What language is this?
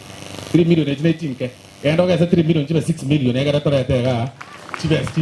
Gusii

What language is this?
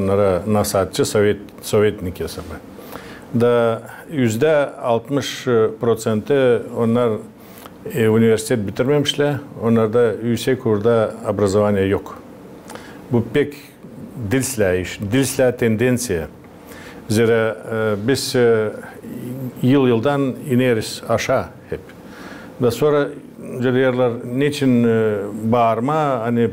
Gagauz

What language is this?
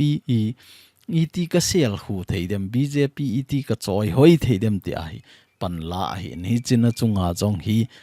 Thado Chin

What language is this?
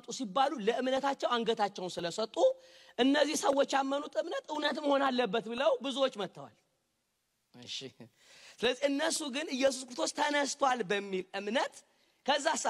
Amharic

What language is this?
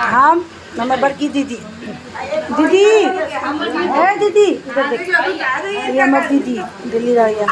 Maithili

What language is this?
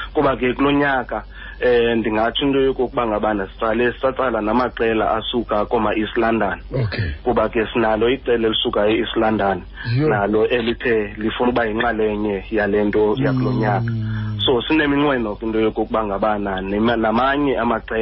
Xhosa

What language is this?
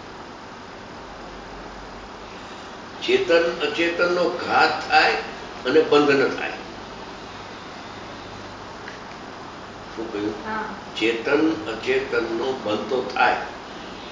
Gujarati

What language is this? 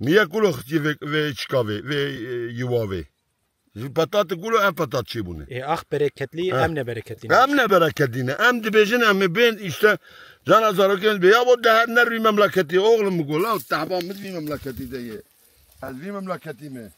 Kurdish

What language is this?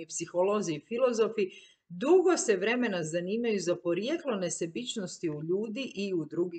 Croatian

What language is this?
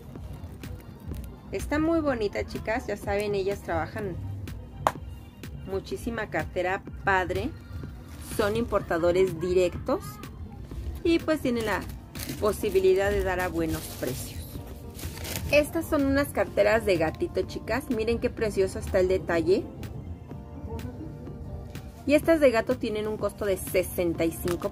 Spanish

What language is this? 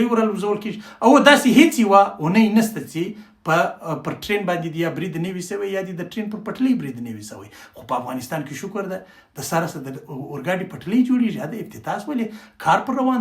Pashto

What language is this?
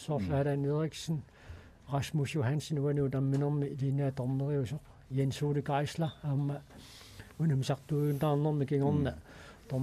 Kalaallisut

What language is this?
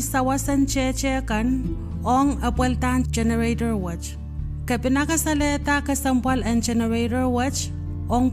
Pohnpeian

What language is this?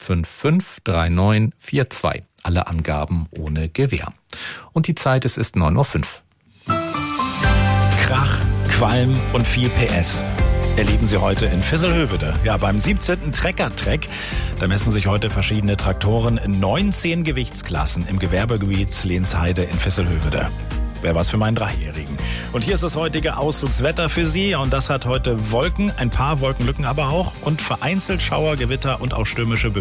German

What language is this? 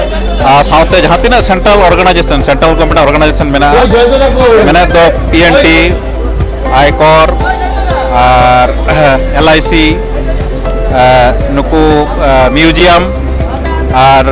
Santali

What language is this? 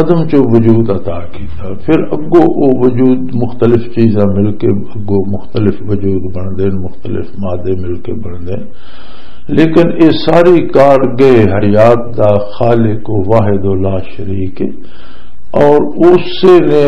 Western Panjabi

